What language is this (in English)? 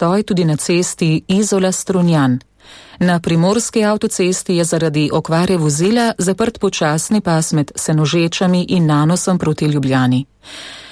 Slovenian